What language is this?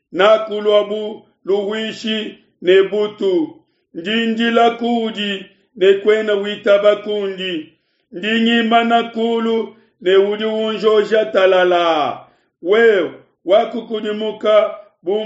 Luba-Lulua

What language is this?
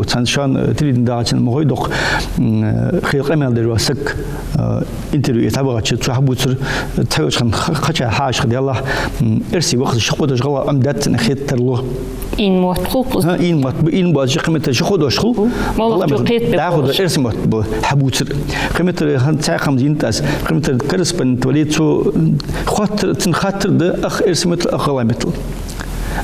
Ingush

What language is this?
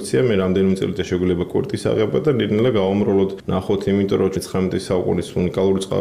Georgian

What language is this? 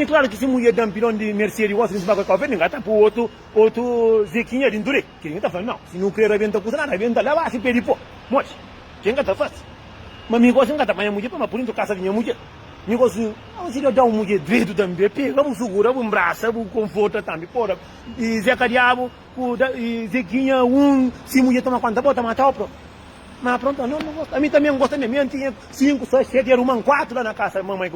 Kabuverdianu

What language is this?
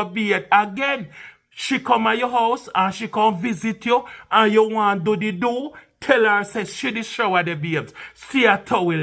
Jamaican Creole English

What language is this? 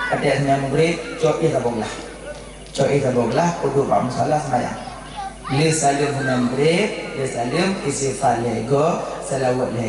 Achinese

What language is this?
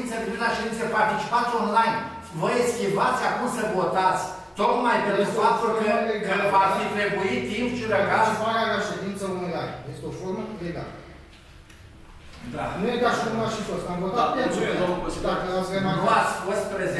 Romanian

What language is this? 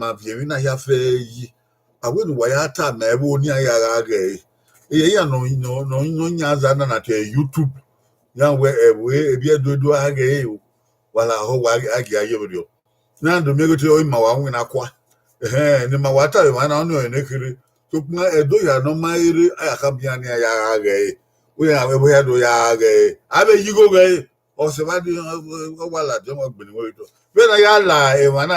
Bini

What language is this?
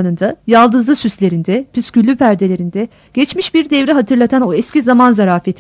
Turkish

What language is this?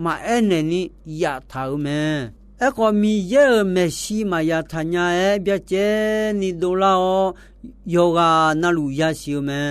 Akha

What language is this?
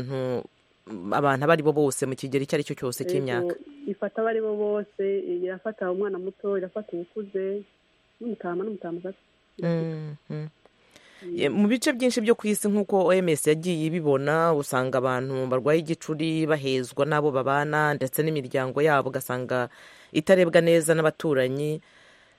Kinyarwanda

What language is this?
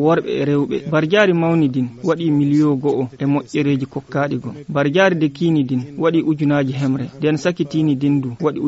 Fula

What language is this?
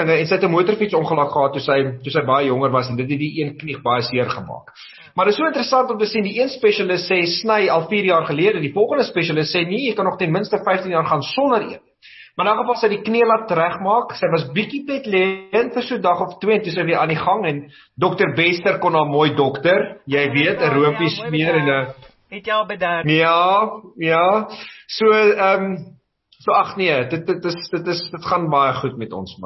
Afrikaans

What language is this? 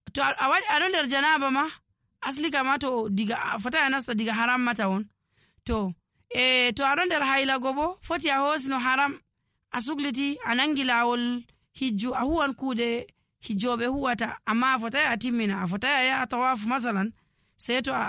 Nigerian Fulfulde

